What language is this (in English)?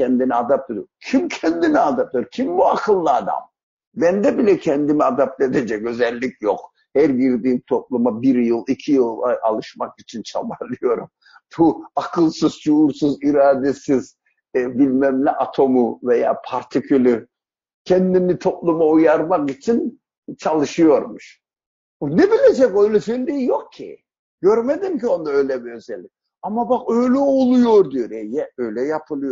Turkish